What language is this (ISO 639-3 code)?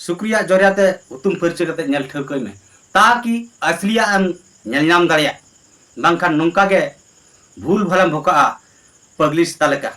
sat